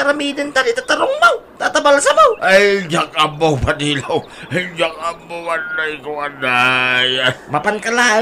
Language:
Iloko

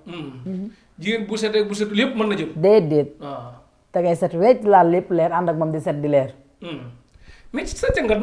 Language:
Wolof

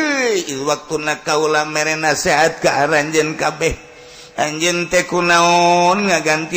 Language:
Sundanese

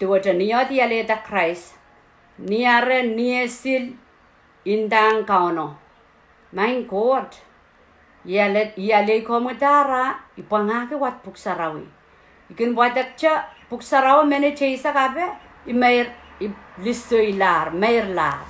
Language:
Pohnpeian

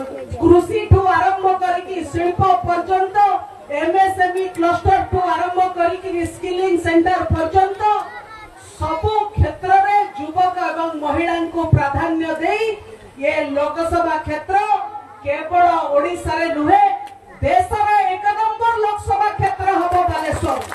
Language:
Odia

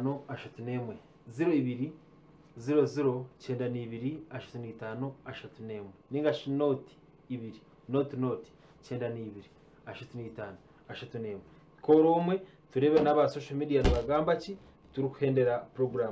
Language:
Nyankole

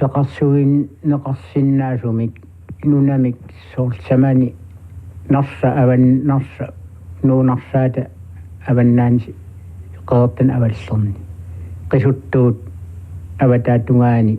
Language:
Kalaallisut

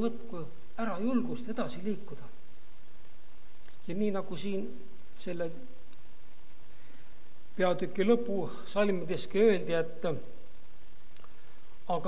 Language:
Estonian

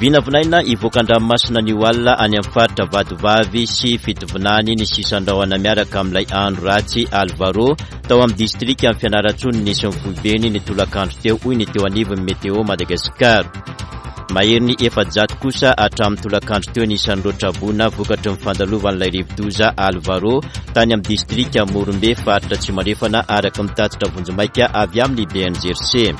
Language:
Malagasy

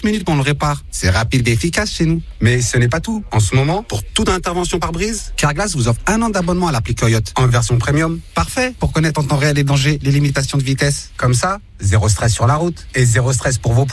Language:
French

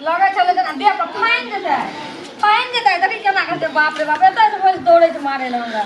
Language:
Maithili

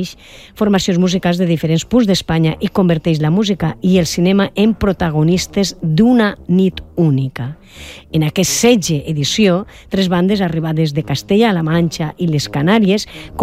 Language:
Catalan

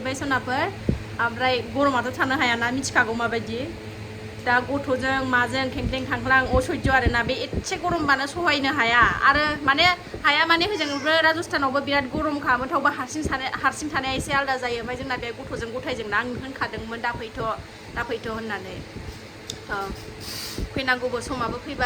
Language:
Bodo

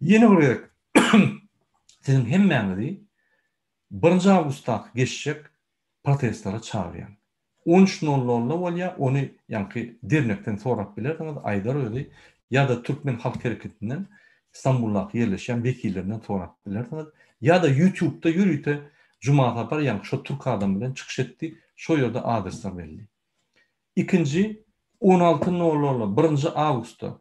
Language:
Turkmen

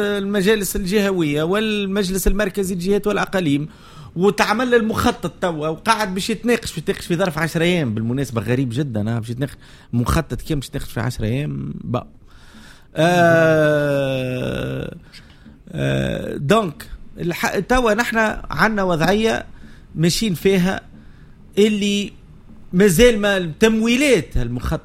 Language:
Tunisian Arabic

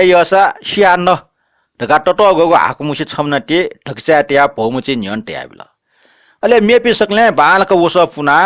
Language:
Newari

